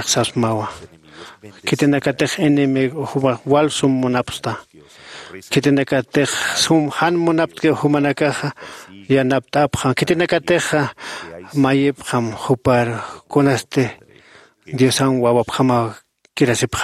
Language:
Aymara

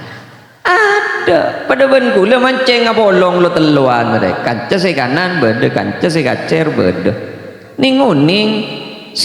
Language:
Madurese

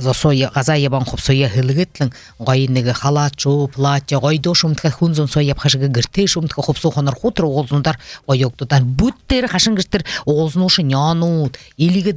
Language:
Buriat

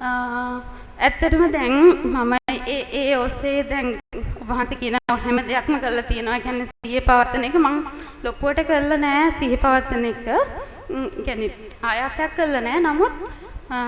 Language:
Sinhala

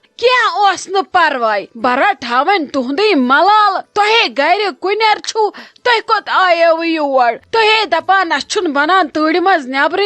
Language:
Kashmiri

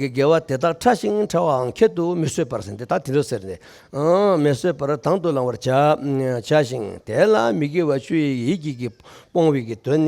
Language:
Tibetan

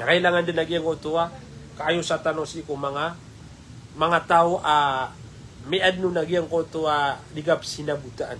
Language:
Maranao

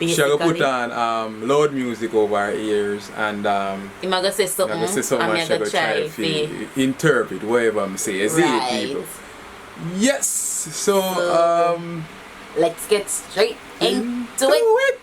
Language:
Jamaican Creole English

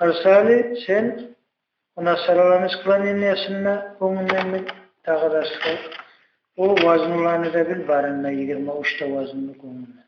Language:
Kumyk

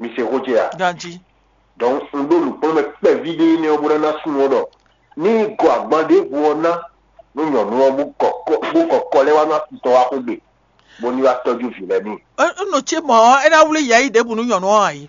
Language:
Fon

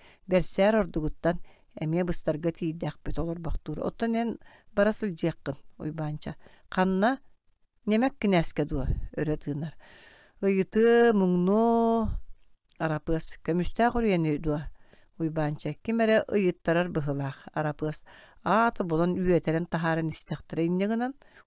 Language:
Yakut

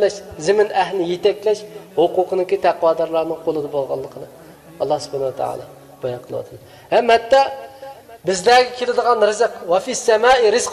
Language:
Uyghur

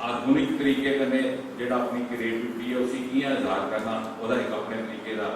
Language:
Dogri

